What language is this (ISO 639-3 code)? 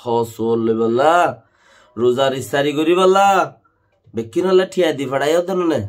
rhg